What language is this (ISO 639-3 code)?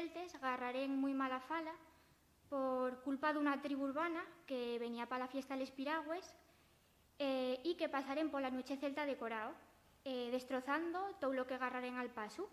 ast